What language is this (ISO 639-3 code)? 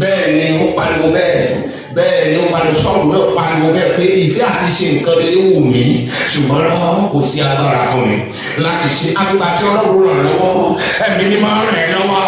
yor